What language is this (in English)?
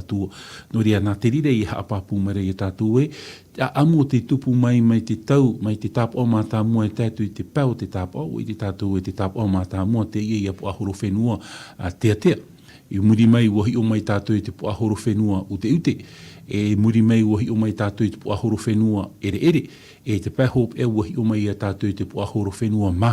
Tahitian